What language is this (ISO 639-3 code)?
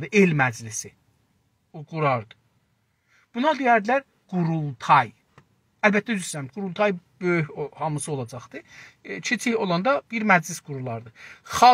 azb